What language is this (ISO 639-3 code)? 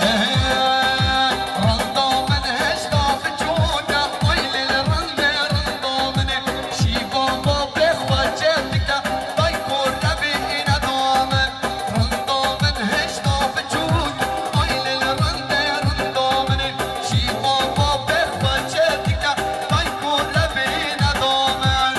kur